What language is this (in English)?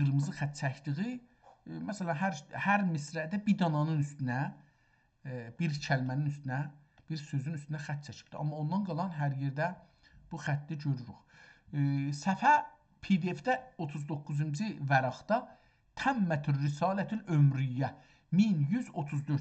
South Azerbaijani